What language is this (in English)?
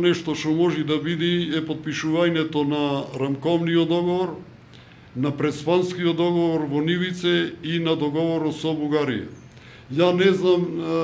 Macedonian